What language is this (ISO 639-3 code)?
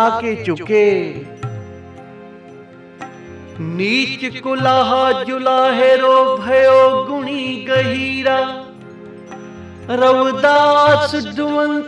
pan